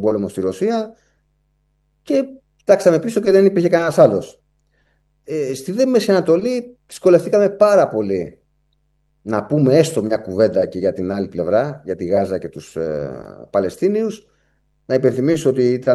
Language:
Greek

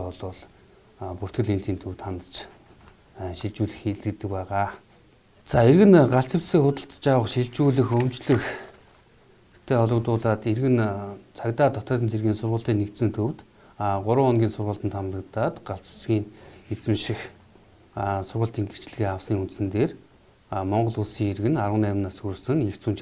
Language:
Mongolian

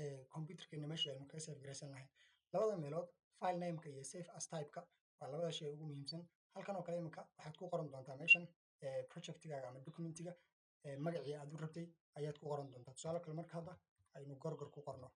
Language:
Somali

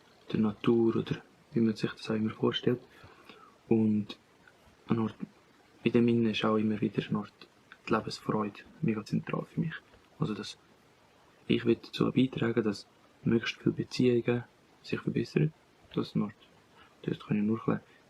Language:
Swiss German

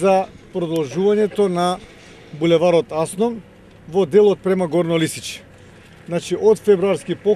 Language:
Macedonian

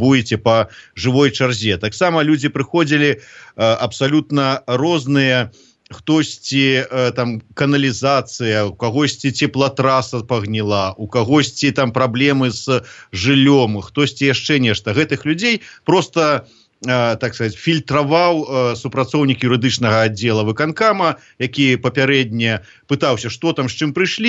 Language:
Belarusian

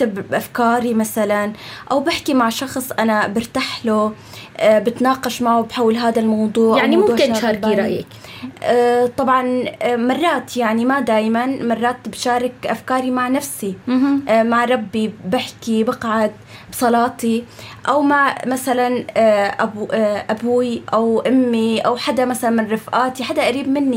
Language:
North Levantine Arabic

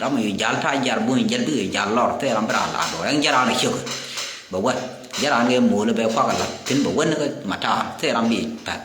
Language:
Nuer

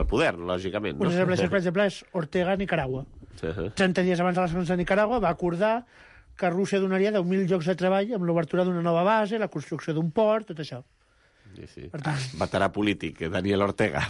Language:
Catalan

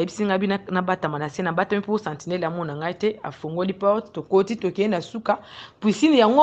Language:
Lingala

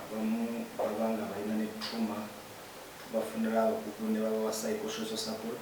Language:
Ganda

